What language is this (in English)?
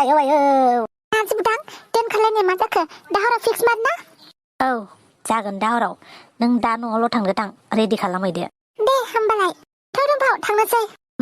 Bodo